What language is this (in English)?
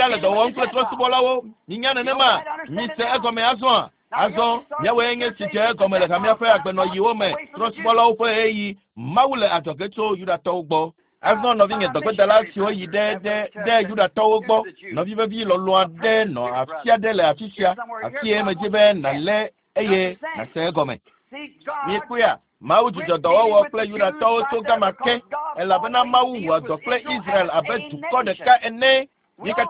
Ewe